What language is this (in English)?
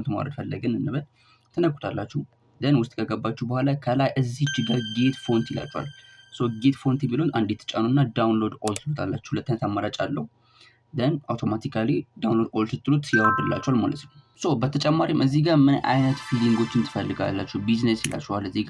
Amharic